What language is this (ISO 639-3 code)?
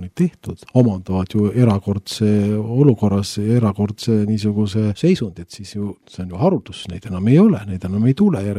est